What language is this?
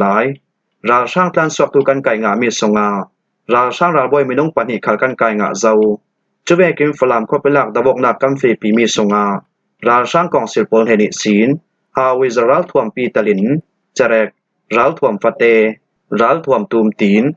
Falam Chin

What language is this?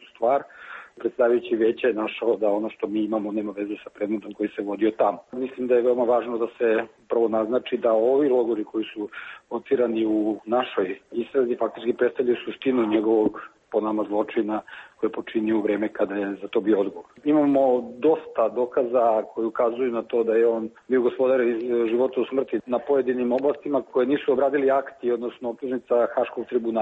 Serbian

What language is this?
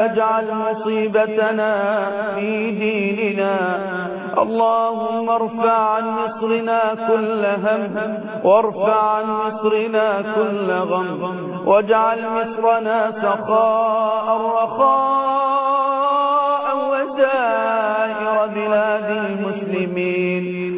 Arabic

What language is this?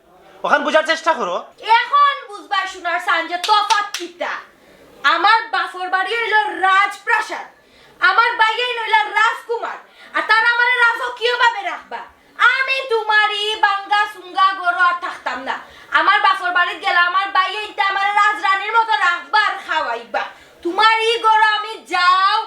Sylheti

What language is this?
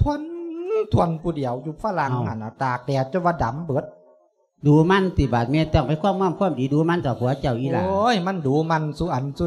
Lao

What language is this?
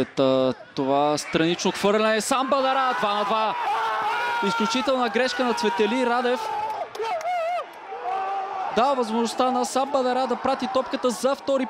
Bulgarian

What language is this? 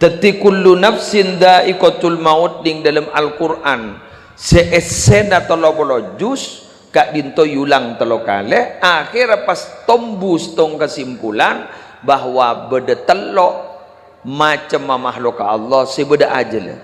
Madurese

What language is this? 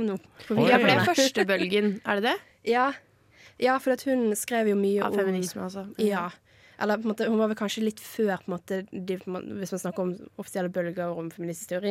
Norwegian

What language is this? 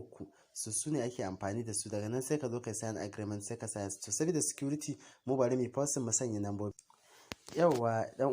Hausa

